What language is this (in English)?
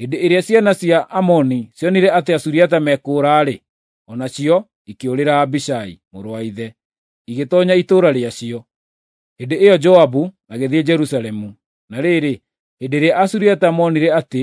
Kikuyu